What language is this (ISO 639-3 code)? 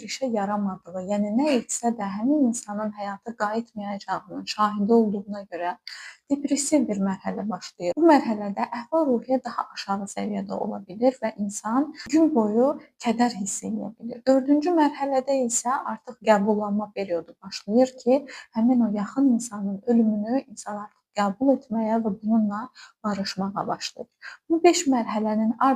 aze